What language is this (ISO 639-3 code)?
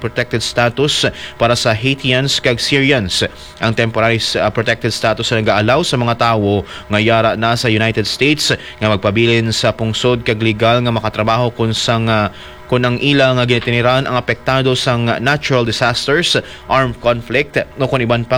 hil